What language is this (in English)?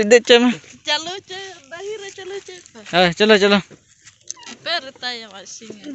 Santali